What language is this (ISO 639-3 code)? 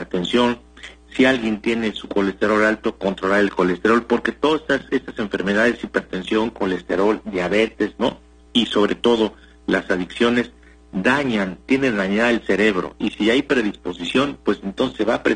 spa